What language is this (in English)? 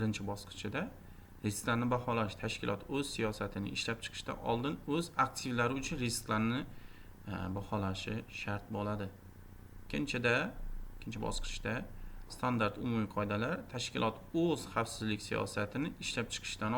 Uzbek